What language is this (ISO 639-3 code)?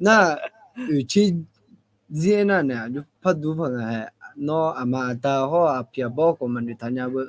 ahk